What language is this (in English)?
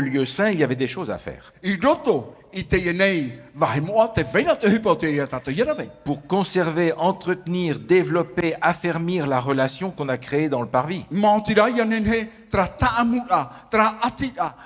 Tahitian